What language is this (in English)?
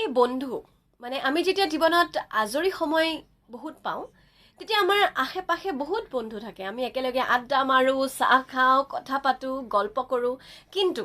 Assamese